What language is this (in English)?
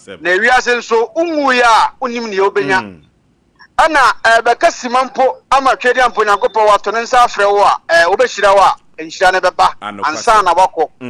Akan